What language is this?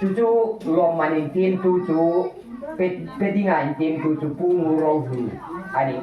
Hmar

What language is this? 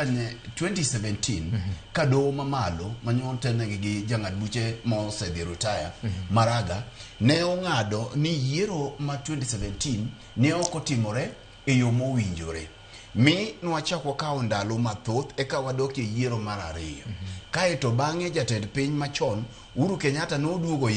Luo (Kenya and Tanzania)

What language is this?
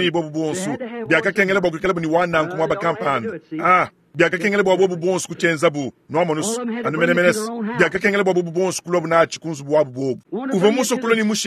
Luba-Lulua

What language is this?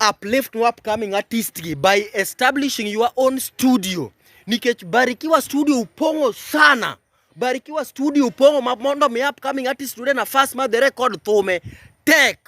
Luo (Kenya and Tanzania)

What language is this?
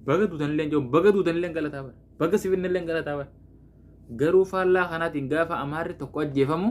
Oromo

